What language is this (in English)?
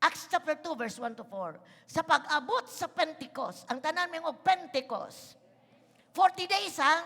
Cebuano